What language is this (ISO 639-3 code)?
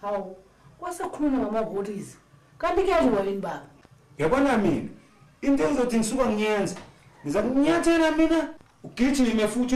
zul